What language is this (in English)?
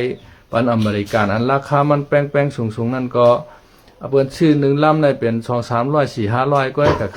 Shan